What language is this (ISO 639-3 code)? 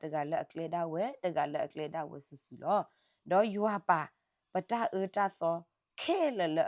ksw